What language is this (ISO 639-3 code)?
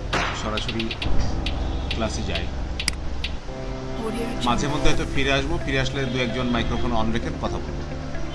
ben